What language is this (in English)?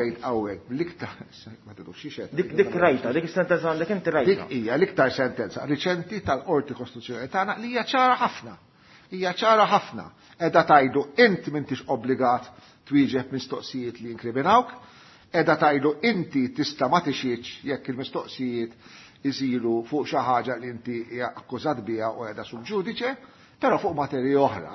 Maltese